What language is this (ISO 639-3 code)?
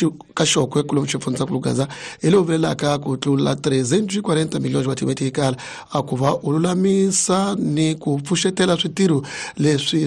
tso